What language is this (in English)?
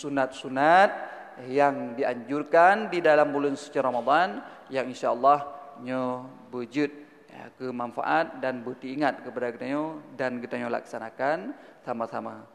Achinese